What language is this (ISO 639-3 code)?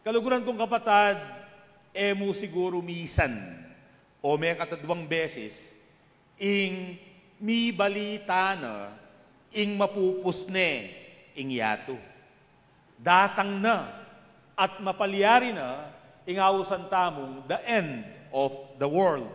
pam